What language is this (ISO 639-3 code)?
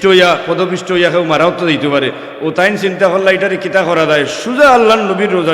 syl